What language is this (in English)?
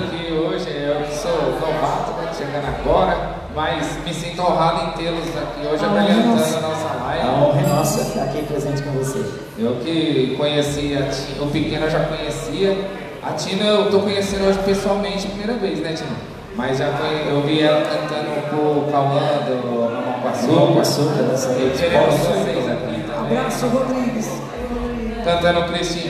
Portuguese